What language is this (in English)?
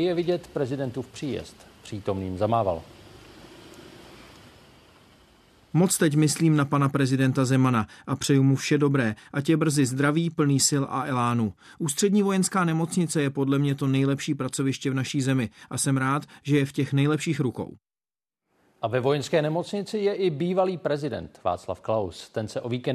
Czech